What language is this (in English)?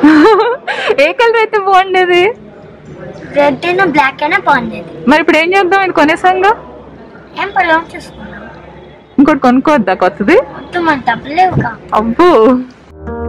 Telugu